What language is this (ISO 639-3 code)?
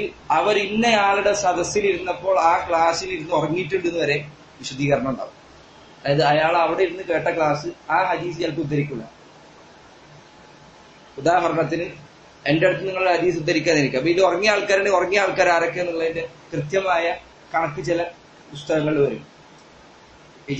mal